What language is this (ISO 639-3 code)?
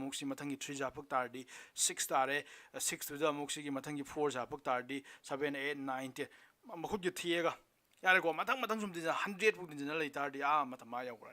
mni